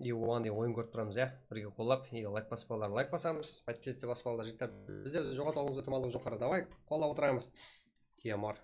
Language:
Kara-Kalpak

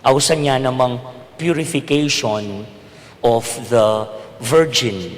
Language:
Pampanga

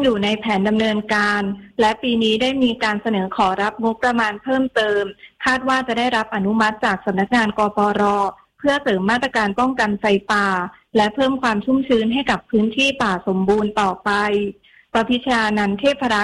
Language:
Thai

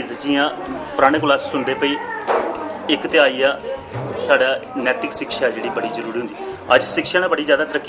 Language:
Dogri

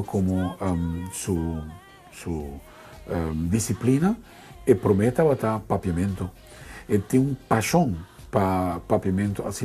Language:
Papiamento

